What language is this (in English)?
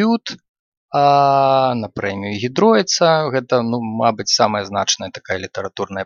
Belarusian